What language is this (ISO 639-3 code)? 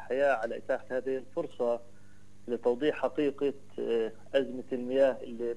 apc